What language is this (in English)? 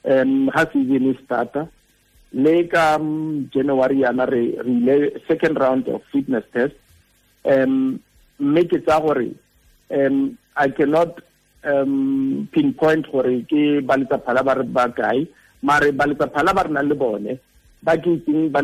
Tswana